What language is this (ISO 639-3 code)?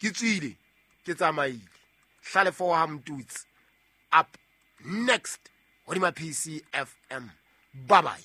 sot